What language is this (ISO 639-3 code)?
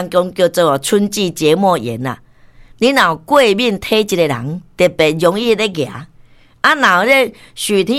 nan